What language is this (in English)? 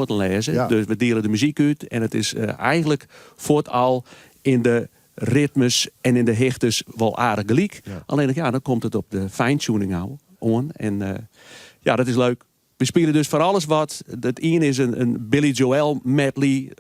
Western Frisian